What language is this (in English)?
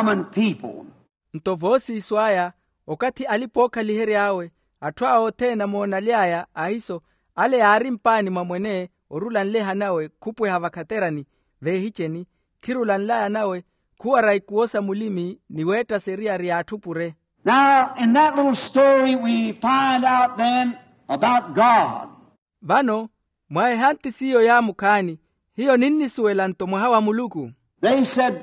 Makhuwa